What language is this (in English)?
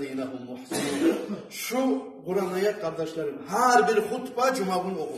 Kumyk